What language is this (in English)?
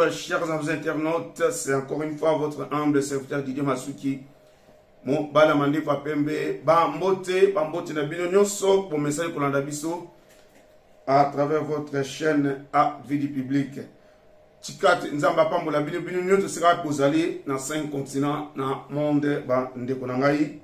Lingala